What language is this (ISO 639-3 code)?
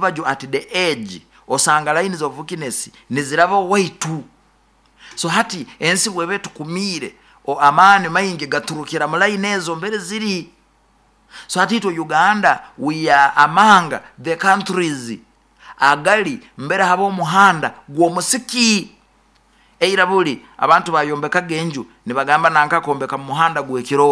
nyo